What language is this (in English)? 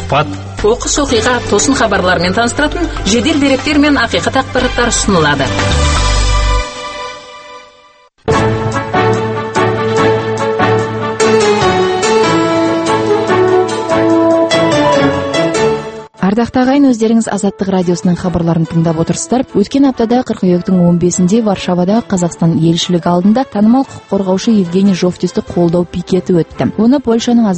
Kazakh